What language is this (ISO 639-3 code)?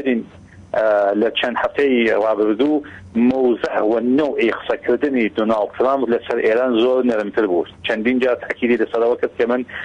ckb